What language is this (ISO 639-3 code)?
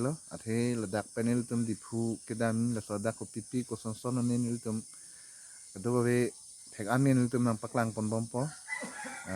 mjw